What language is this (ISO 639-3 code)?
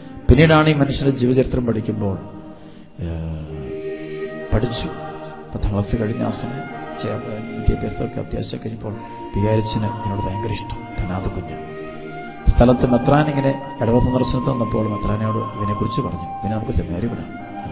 mal